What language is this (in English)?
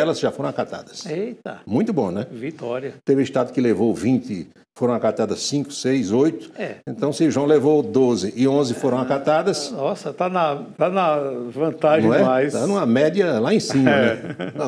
Portuguese